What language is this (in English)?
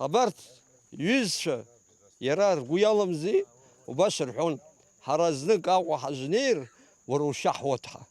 Abkhazian